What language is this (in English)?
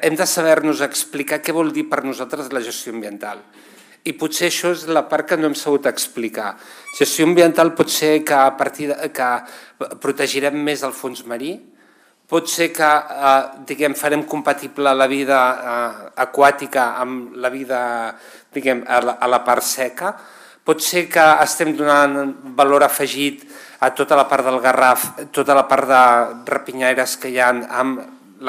Catalan